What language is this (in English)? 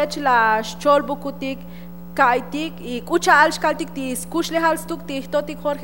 Tzotzil